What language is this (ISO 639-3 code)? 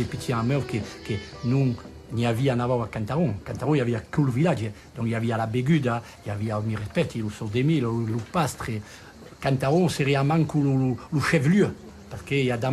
oci